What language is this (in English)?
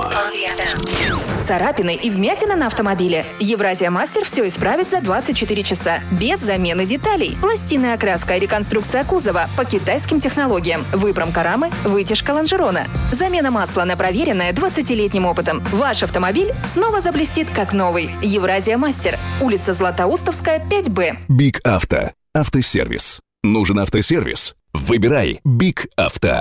Russian